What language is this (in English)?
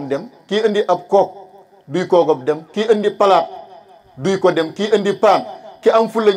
Wolof